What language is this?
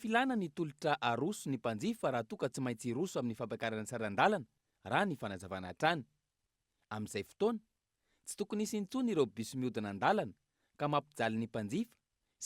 Malagasy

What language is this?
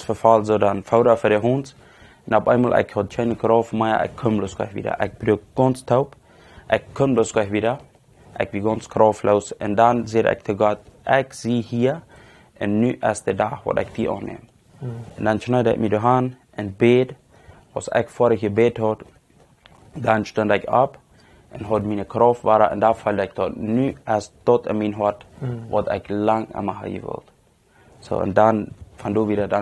Plautdietsch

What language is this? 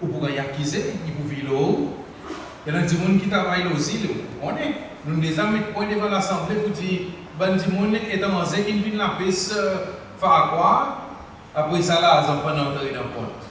Seselwa Creole French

